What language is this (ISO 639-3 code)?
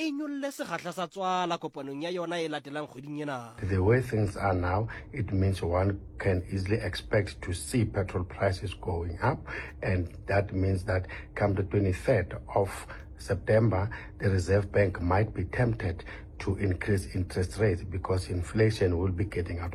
sot